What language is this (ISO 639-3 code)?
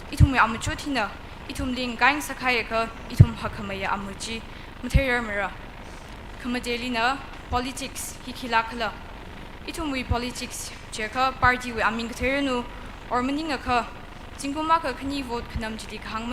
nmf